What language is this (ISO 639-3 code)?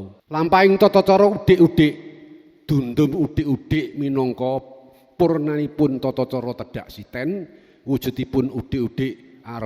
jav